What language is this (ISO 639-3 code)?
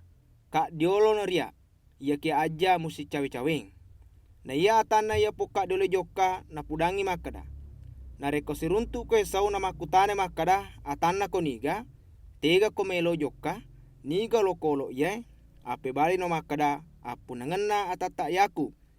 bug